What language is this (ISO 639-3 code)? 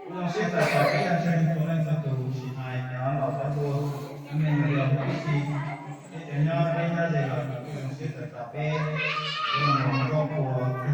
hmn